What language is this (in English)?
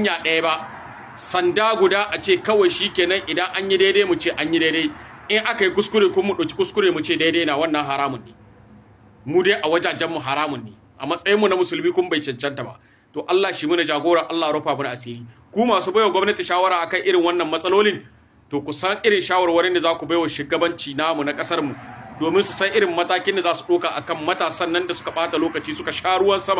Hausa